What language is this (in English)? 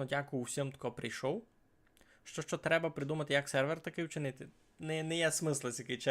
Rusyn